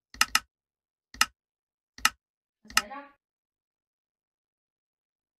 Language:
Polish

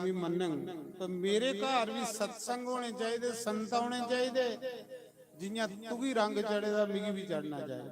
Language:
Dogri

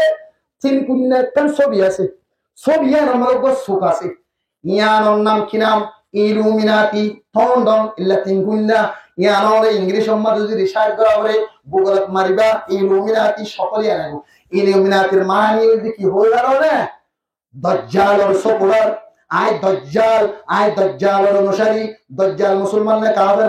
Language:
Rohingya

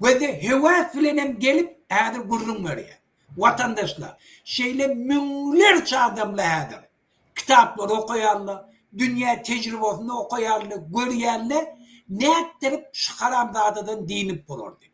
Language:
Turkmen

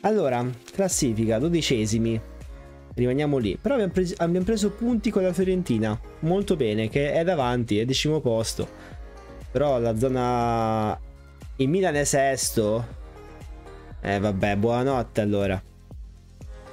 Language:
Italian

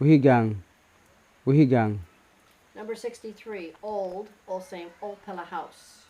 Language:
Kamasau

